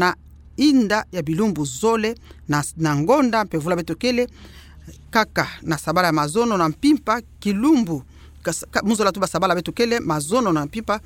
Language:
Kituba (Democratic Republic of Congo)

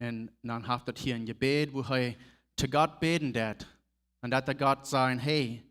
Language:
Plautdietsch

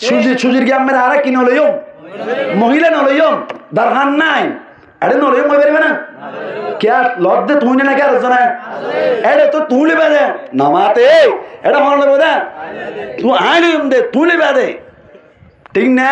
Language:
Rohingya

